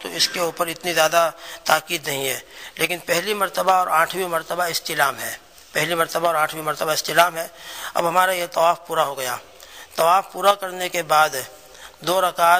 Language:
Urdu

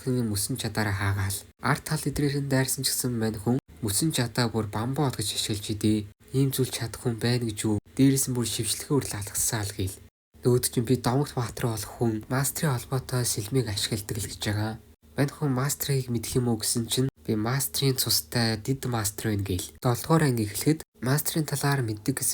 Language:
Mongolian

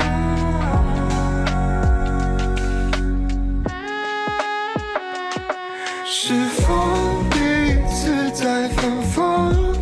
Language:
Chinese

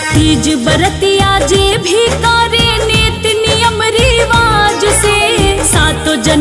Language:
Bhojpuri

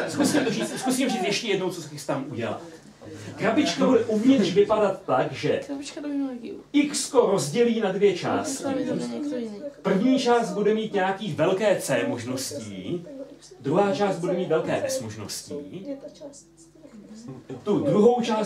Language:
Czech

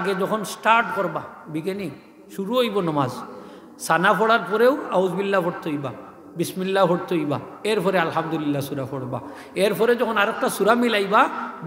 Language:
Sylheti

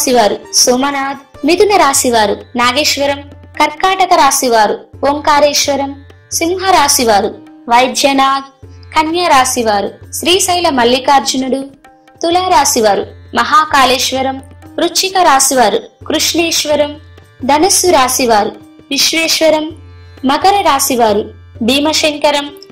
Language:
Telugu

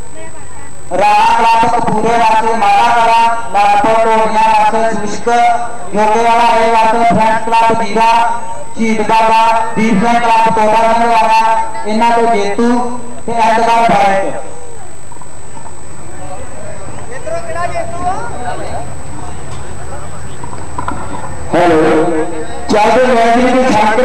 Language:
Punjabi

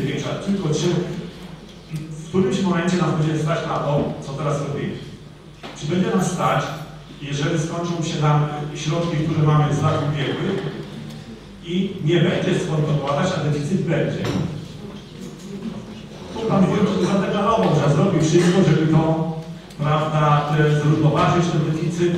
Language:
Polish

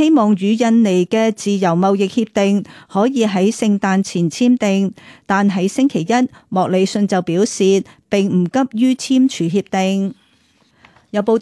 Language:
Cantonese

